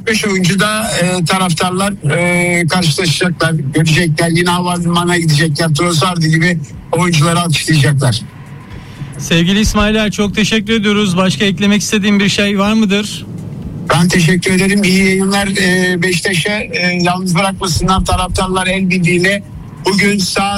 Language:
Turkish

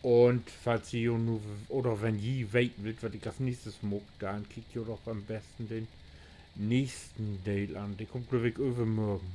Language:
Low German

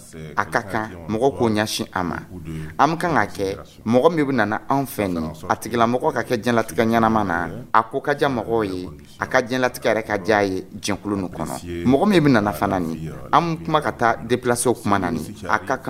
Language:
Dyula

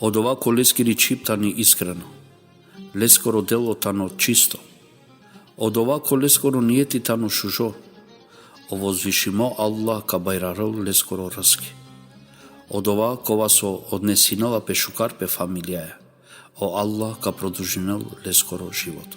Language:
Balkan Romani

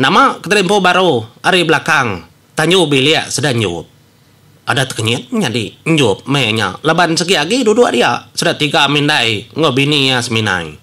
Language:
Iban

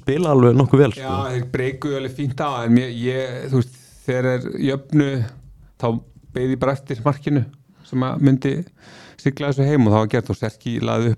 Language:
Icelandic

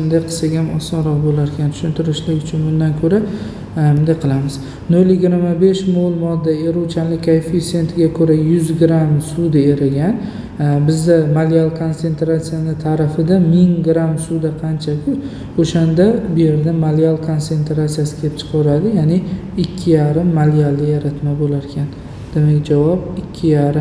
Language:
Uzbek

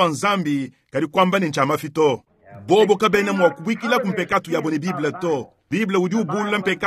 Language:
Luba-Lulua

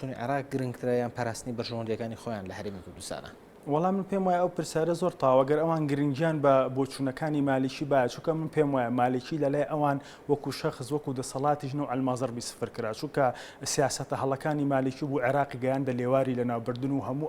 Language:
Central Kurdish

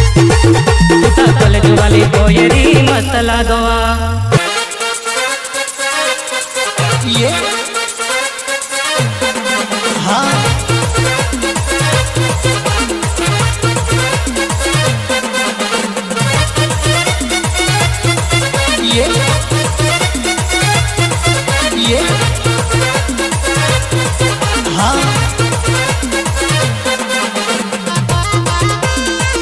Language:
Bhojpuri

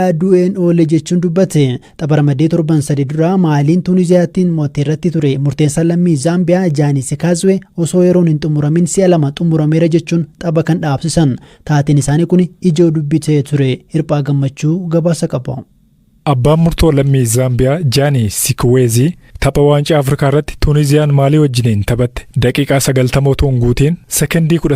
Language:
Oromo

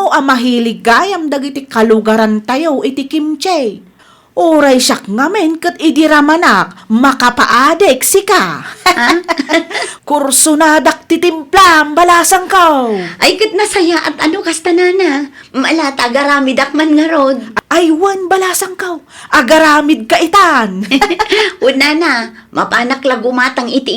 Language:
Iloko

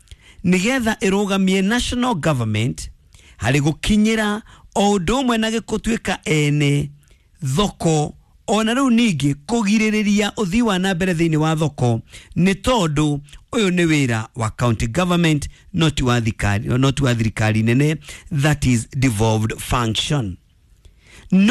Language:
Kikuyu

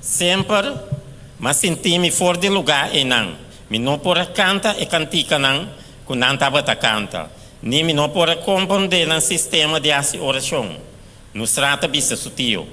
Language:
Papiamento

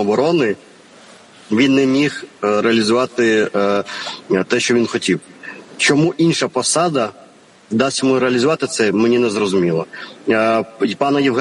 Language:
Ukrainian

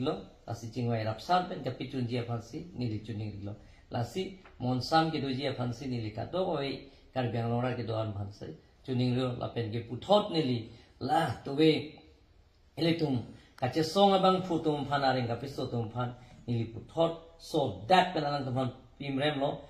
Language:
Karbi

